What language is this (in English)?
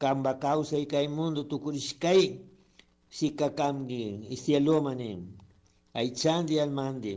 Chimborazo Highland Quichua